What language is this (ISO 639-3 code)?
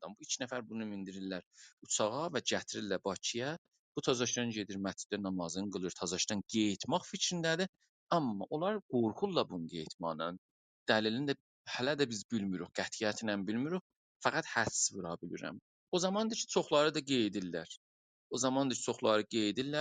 azb